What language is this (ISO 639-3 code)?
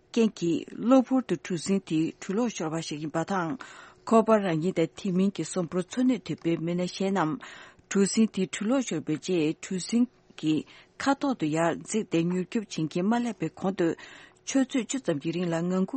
bod